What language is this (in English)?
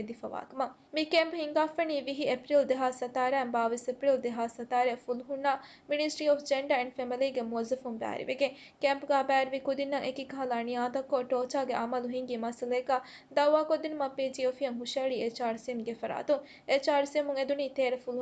Divehi